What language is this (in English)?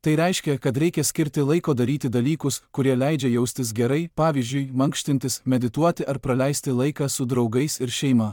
Lithuanian